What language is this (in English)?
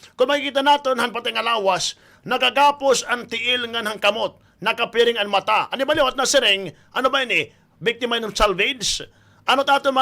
Waray